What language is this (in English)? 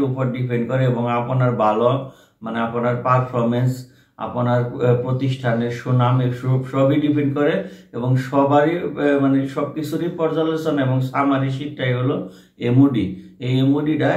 Bangla